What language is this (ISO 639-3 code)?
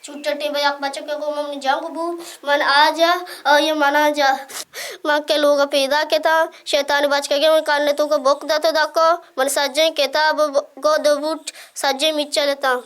bal